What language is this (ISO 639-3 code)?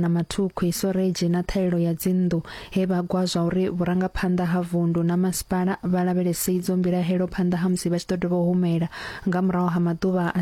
ven